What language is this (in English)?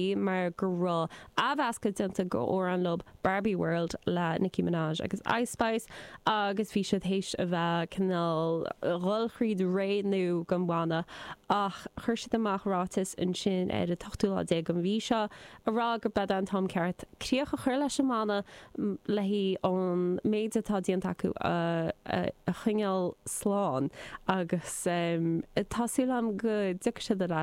Irish